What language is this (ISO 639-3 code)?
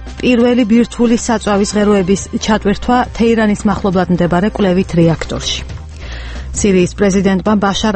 kat